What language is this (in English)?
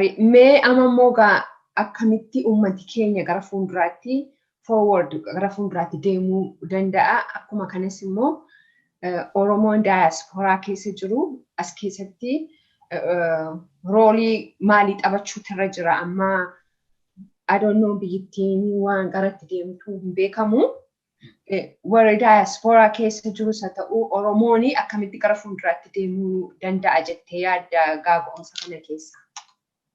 Oromo